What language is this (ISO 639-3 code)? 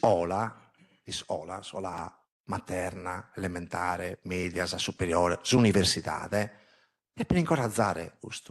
srd